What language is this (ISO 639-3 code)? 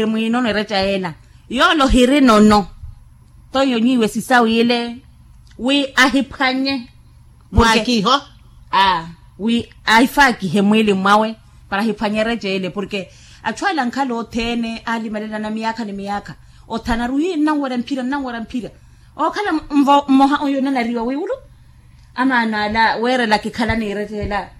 vmw